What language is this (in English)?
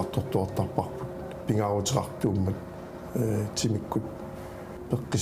Kalaallisut